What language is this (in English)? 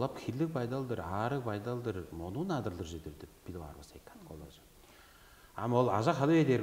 Tuvinian